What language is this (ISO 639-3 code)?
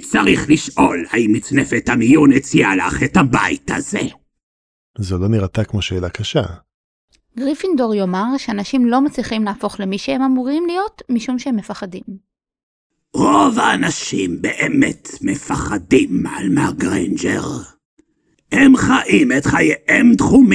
heb